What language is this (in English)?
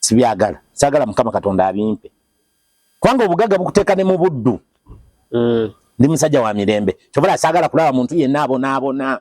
Ganda